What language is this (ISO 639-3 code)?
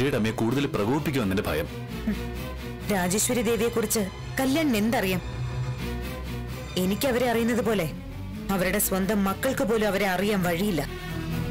mal